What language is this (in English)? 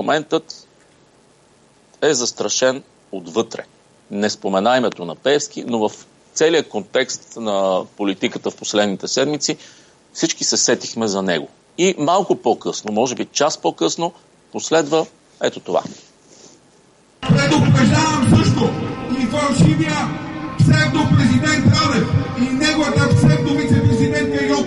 Bulgarian